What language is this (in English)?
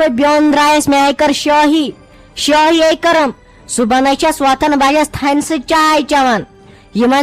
Kashmiri